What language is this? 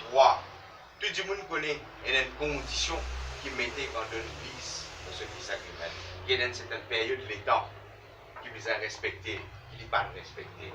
Morisyen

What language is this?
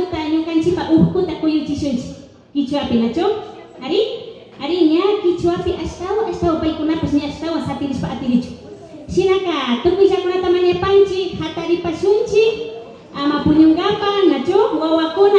Imbabura Highland Quichua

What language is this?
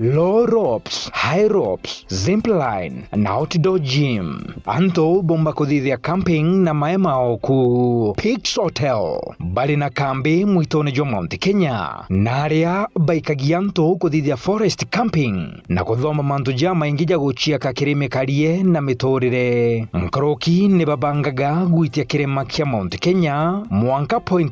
Meru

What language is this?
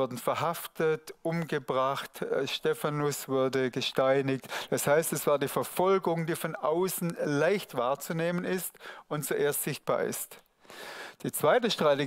Swiss German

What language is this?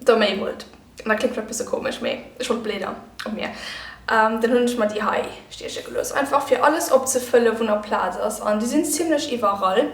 Luxembourgish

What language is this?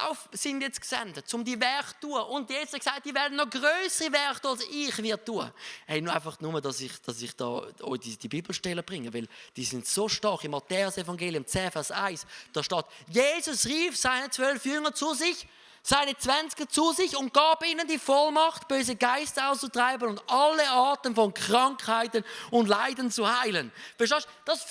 Swiss German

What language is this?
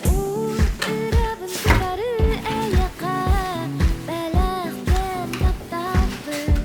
Yakut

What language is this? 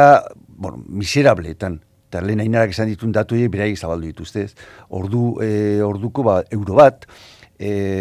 Basque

